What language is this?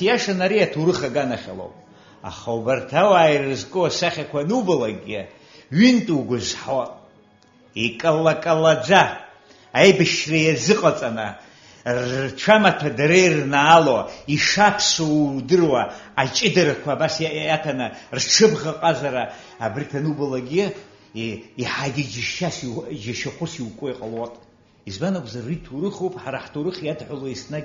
Abkhazian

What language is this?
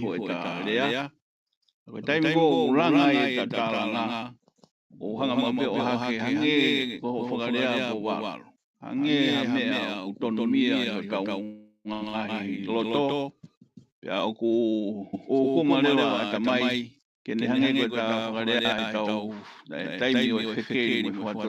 Tongan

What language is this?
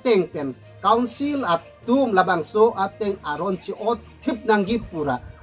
Karbi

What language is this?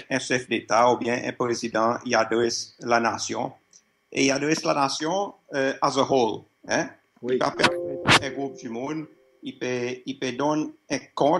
Seselwa Creole French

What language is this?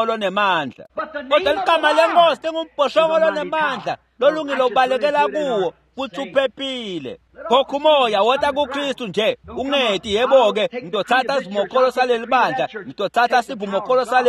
Swati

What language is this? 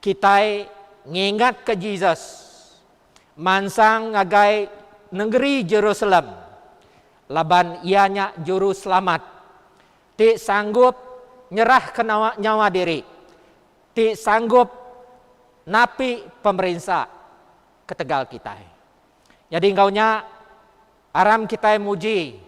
Iban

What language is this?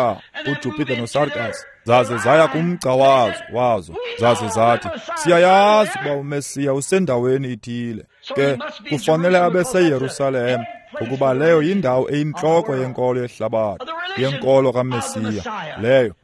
Xhosa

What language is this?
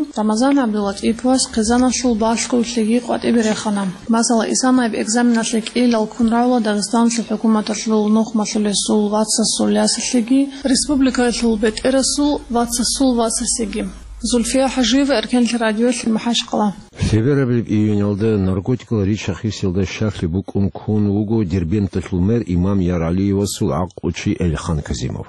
Avaric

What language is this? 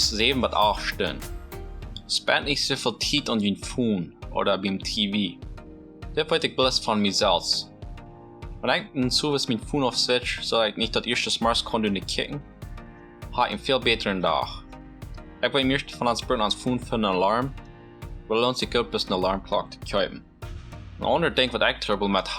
Plautdietsch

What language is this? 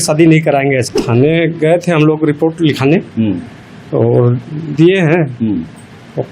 Chhattisgarhi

